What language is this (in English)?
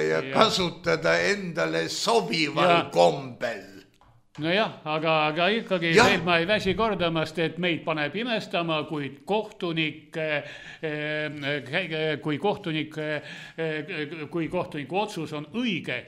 Estonian